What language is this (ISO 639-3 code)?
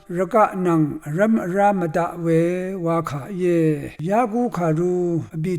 raw